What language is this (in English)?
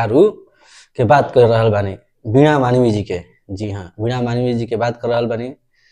Bhojpuri